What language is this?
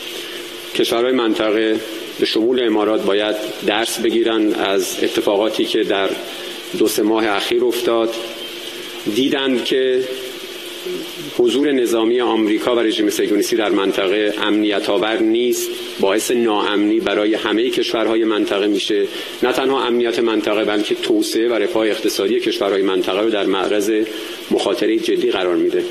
Persian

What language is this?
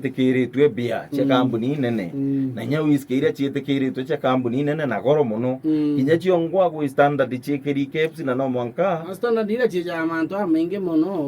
Meru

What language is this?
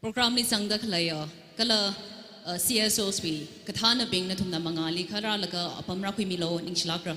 Tangkhul Naga (India)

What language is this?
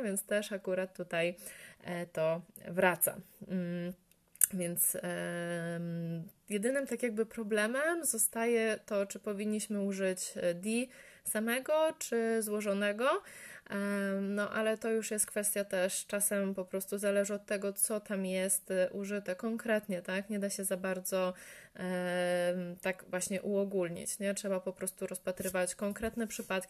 Polish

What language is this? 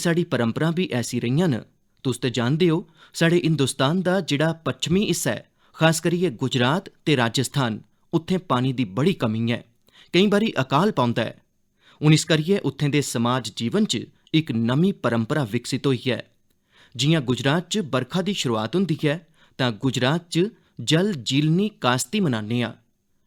Dogri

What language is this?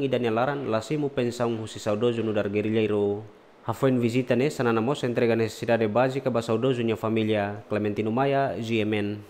Tetum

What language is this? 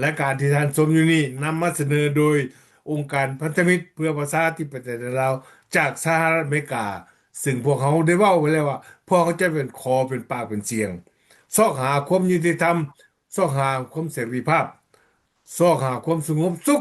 Lao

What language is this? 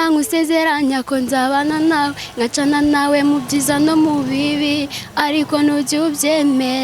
Kinyarwanda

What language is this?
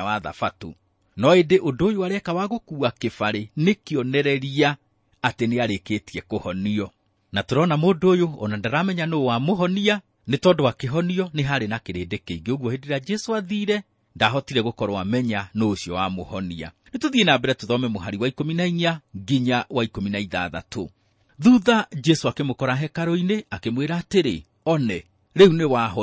Kikuyu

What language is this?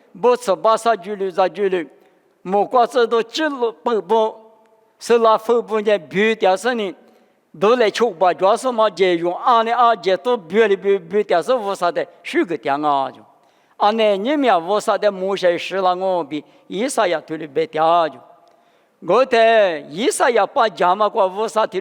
Lisu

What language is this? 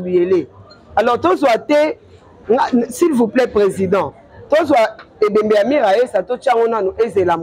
Lingala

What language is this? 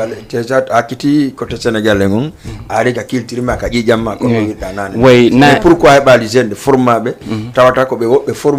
Fula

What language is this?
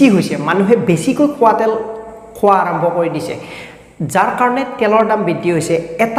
Assamese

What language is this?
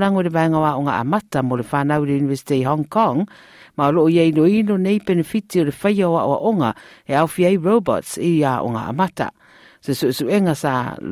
Samoan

